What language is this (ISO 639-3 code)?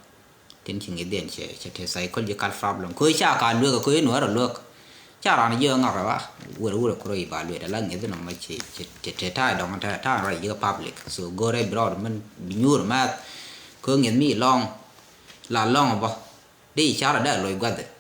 nus